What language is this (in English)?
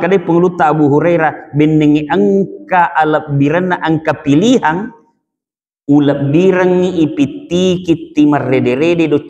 Buginese